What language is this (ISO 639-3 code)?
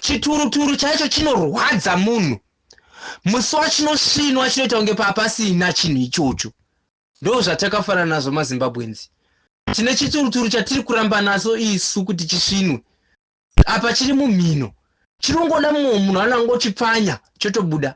sna